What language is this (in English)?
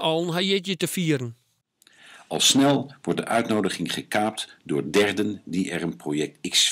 Western Frisian